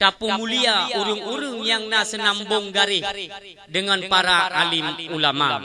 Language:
Achinese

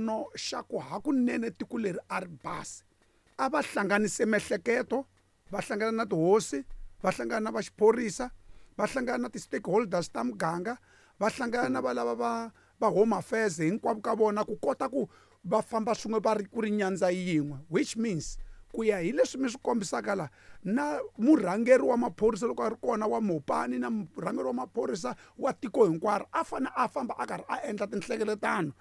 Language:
Tsonga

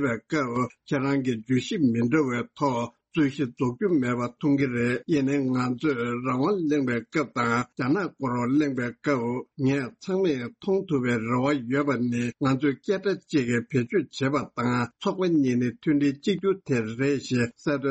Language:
Tibetan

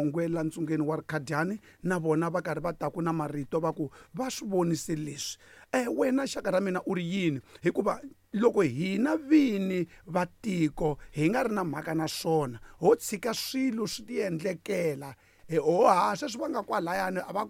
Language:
Tsonga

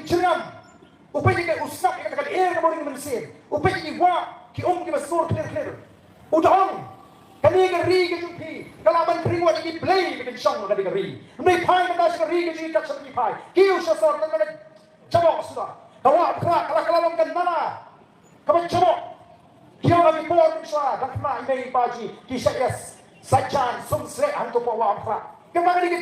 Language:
Khasi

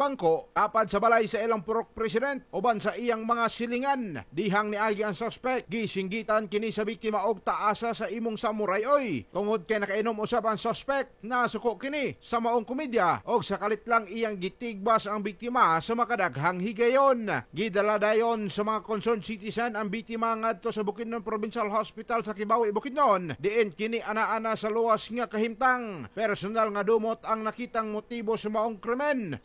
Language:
Cebuano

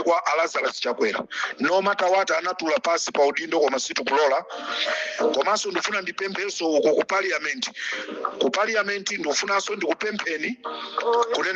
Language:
Nyanja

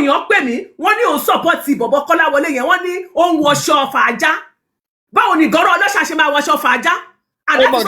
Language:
Yoruba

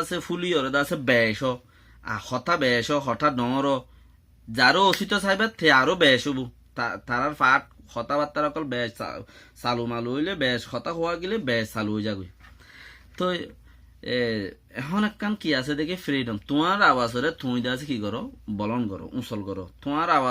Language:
Rohingya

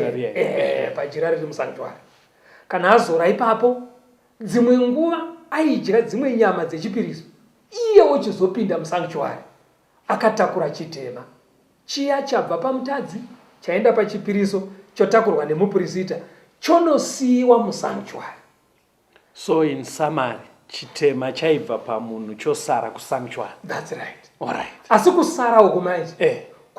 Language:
Shona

